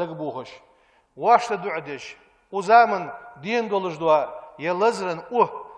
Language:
Ingush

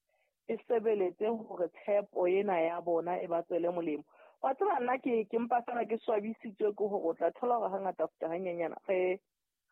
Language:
Southern Sotho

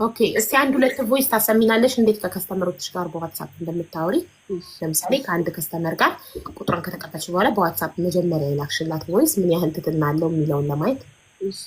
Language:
Amharic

